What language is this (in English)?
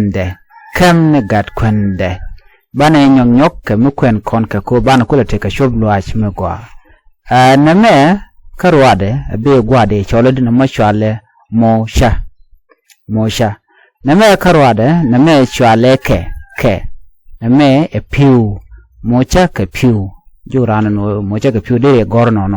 Nuer